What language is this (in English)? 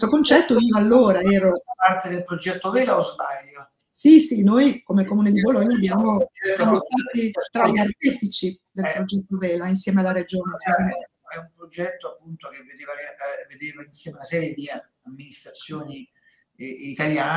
Italian